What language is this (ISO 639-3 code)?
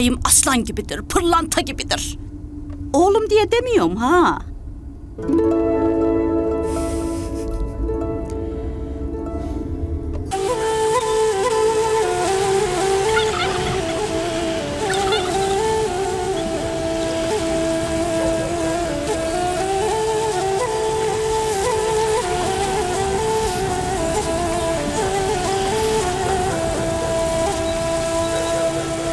tur